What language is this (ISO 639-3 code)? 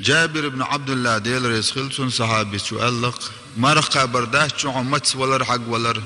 che